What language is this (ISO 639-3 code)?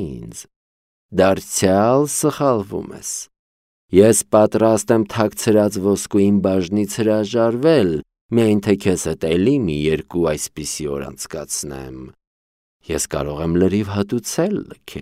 hye